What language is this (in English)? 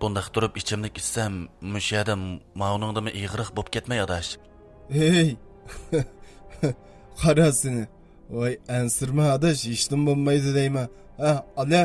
Uyghur